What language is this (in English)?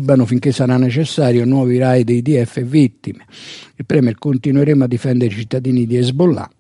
Italian